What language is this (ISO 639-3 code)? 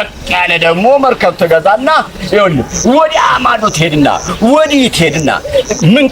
amh